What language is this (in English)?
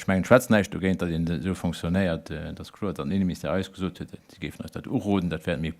Luxembourgish